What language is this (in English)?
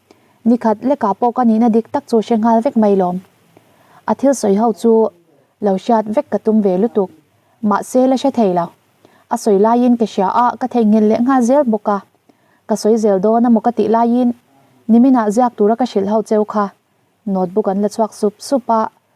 Mizo